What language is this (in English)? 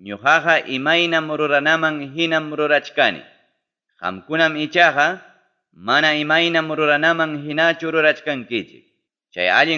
Ayacucho Quechua